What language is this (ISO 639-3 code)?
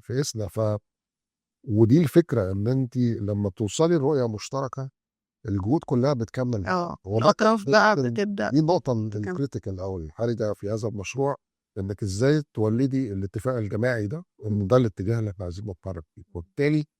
arz